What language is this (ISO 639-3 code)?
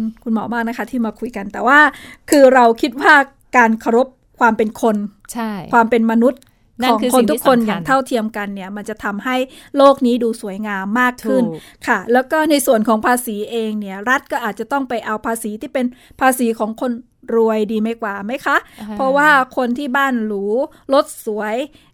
tha